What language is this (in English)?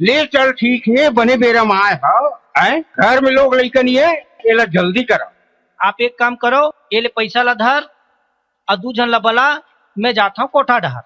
Chhattisgarhi